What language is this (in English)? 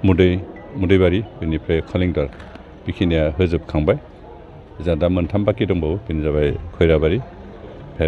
Bodo